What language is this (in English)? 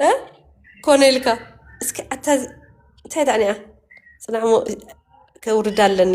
Tigrinya